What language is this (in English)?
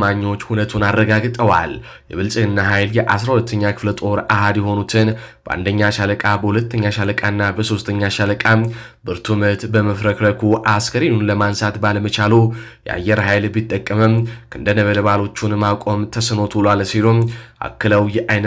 Amharic